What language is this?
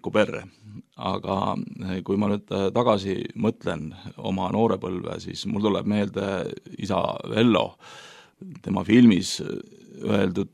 Estonian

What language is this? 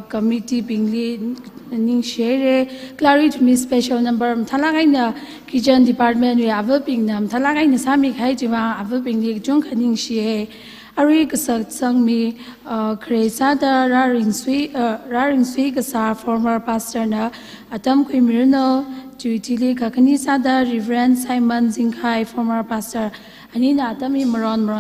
Tangkhul Naga (India)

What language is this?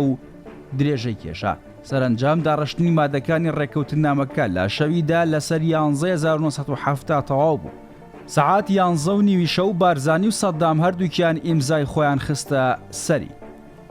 Central Kurdish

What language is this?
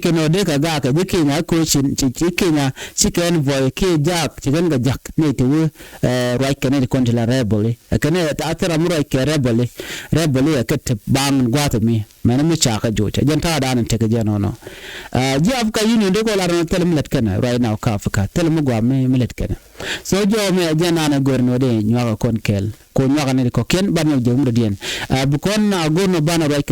Nuer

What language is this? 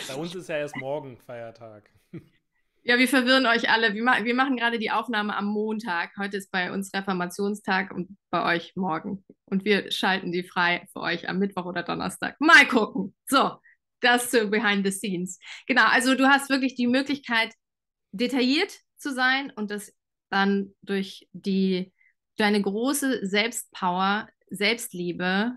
German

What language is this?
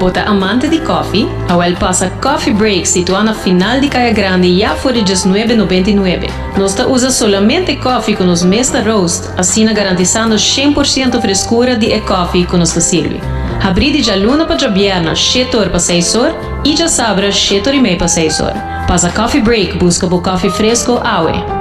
Papiamento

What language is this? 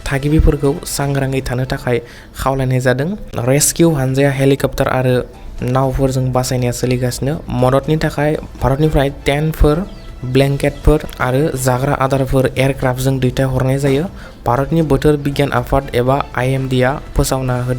Bodo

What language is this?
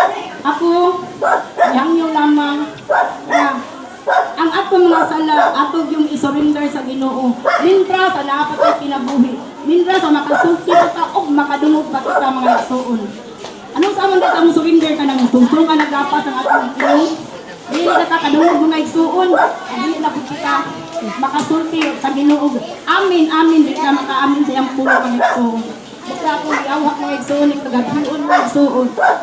Cebuano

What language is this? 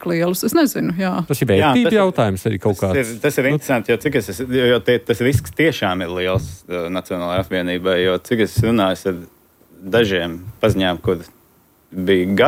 Latvian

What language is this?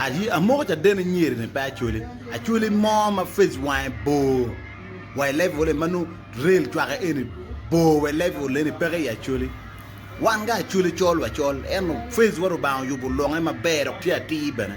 Acoli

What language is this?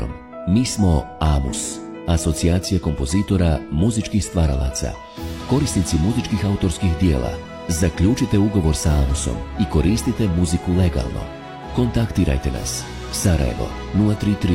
Bosnian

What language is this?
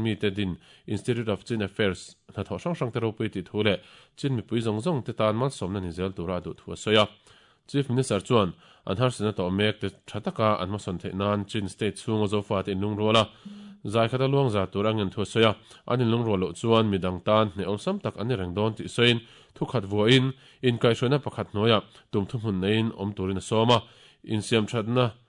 Mizo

